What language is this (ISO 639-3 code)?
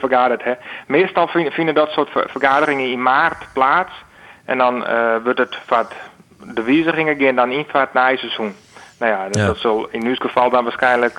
fry